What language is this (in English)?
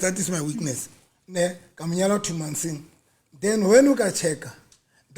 Southern Sotho